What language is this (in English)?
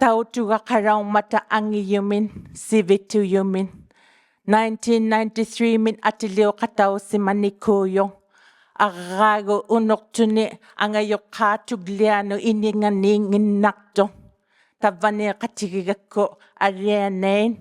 Inuktitut